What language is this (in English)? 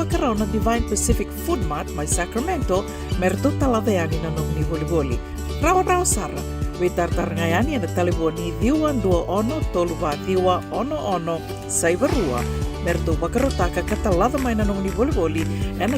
Fijian